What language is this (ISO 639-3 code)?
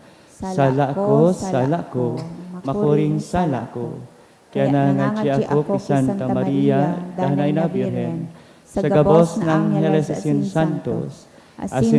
bik